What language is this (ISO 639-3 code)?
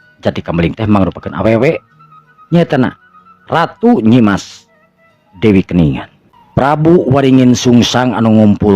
sun